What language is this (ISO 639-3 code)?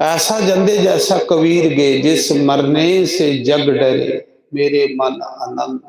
doi